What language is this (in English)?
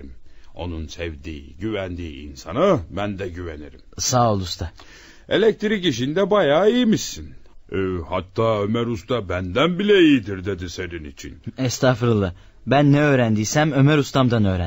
Turkish